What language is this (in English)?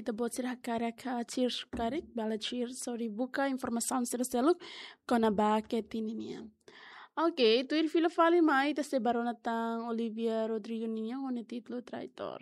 Tetum